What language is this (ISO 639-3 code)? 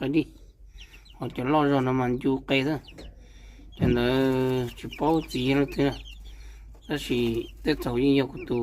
hmn